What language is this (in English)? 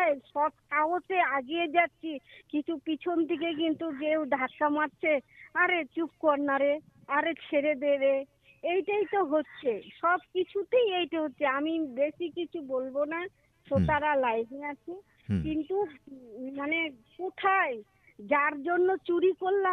Bangla